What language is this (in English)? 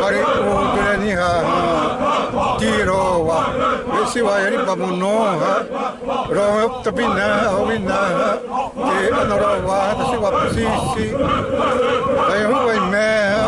Xavánte